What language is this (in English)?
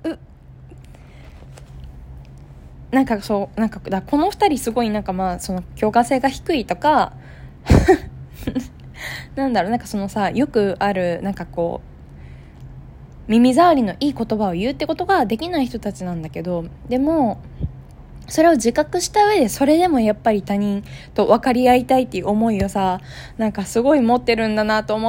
Japanese